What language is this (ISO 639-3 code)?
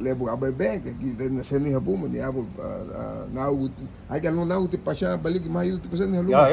cab